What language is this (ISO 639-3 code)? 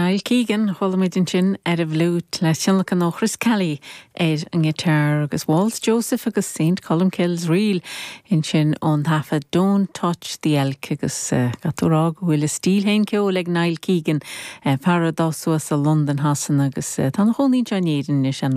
gle